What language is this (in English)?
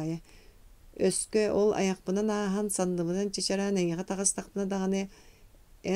Yakut